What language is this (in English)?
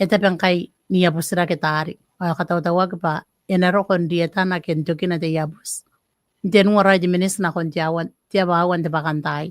Gilbertese